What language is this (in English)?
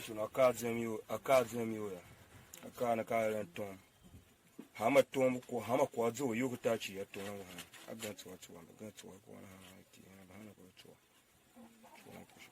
Tiv